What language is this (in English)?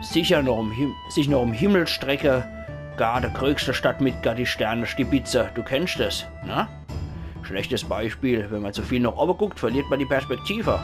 Palatine German